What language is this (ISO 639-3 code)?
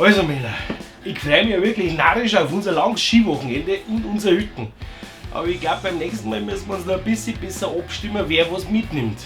bar